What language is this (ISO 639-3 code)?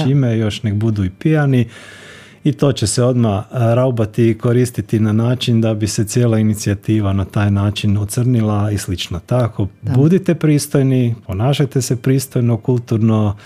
hrv